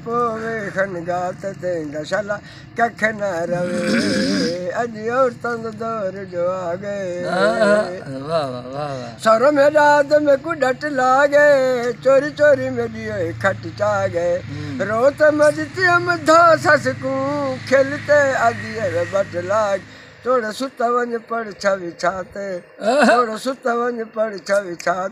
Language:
Saraiki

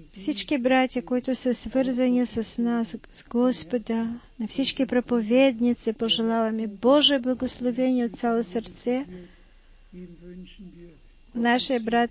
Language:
Bulgarian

